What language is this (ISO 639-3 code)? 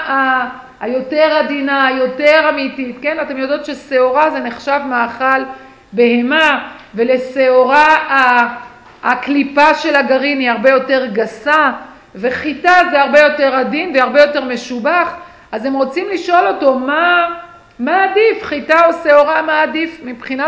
heb